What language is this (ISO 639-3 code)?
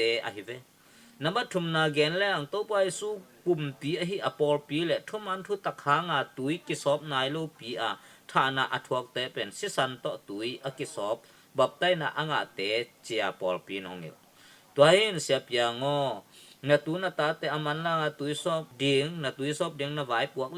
ctd